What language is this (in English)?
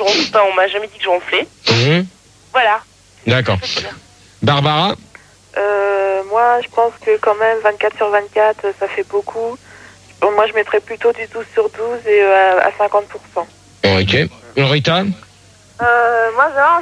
French